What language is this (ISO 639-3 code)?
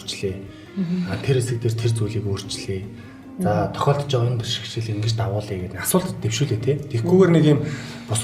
mon